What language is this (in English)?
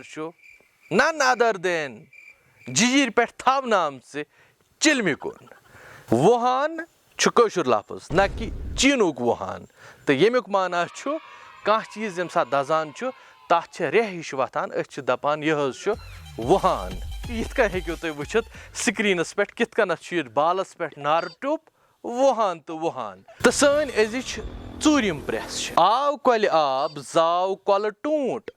Kashmiri